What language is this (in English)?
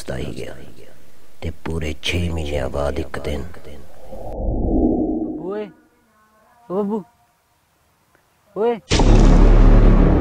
Punjabi